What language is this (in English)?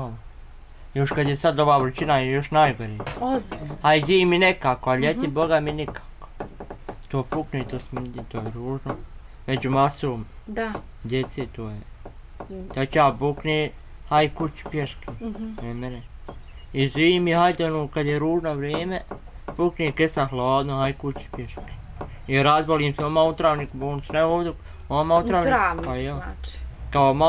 Bosnian